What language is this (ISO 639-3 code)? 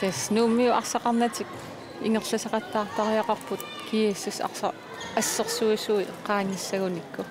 kal